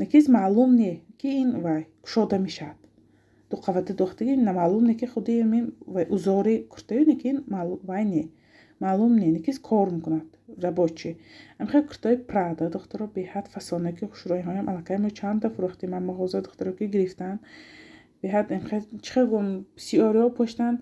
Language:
Tajik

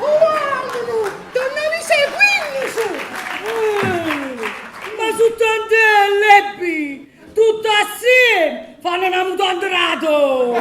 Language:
Neapolitan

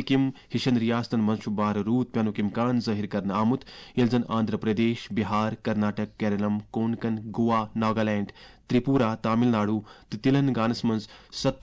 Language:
Kashmiri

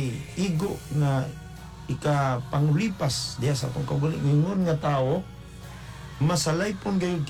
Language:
Cebuano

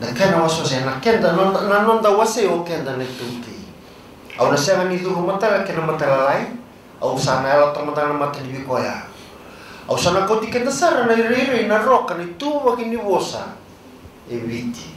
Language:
Fijian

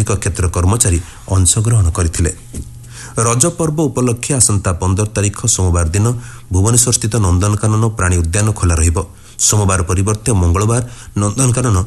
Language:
Odia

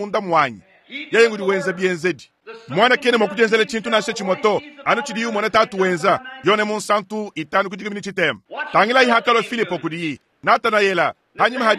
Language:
Luba-Lulua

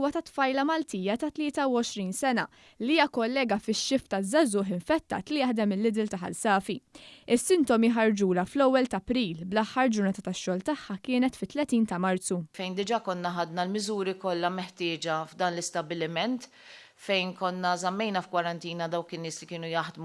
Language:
Maltese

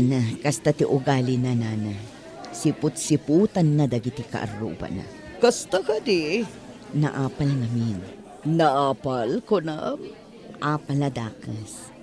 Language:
Iloko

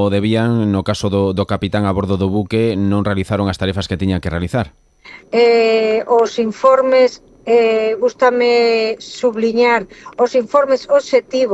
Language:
Galician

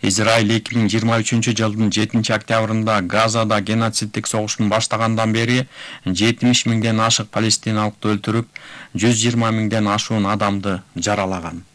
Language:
Kyrgyz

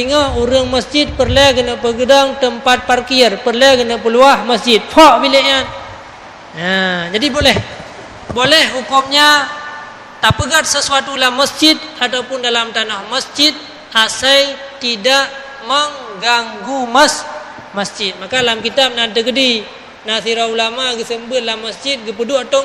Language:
Achinese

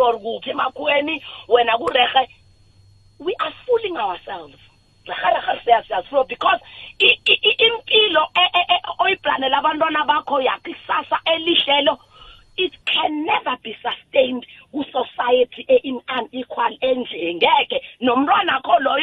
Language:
South Ndebele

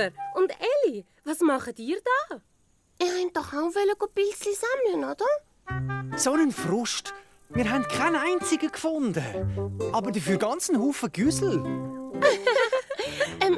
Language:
Swiss German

